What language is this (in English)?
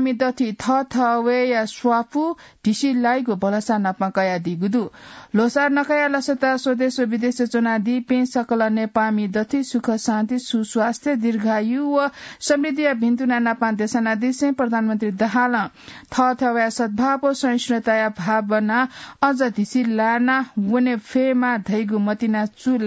Newari